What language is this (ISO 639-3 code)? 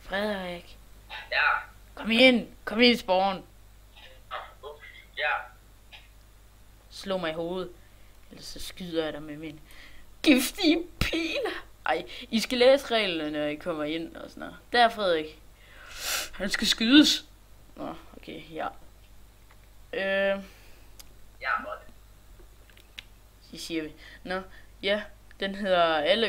dan